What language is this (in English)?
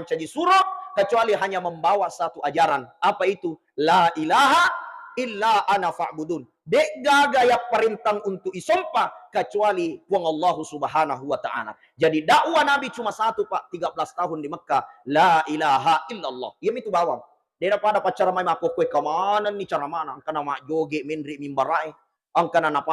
Buginese